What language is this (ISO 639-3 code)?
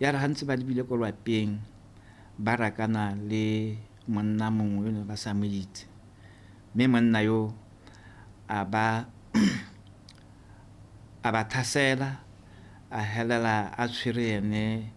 tsn